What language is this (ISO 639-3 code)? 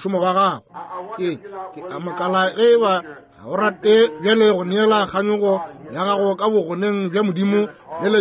nso